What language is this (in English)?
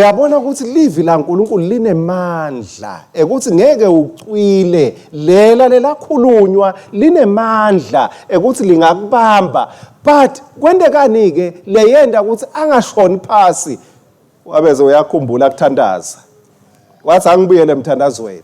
Swati